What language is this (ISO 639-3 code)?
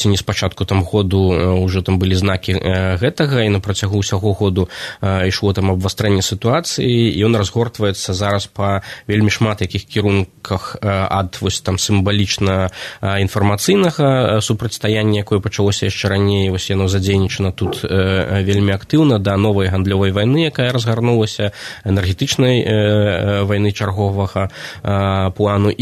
bel